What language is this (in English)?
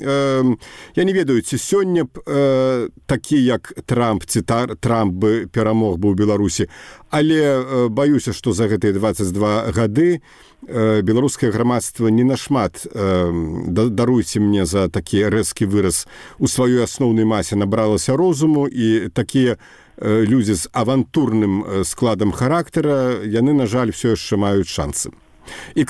Belarusian